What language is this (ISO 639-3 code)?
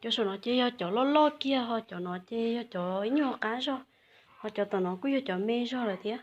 hmn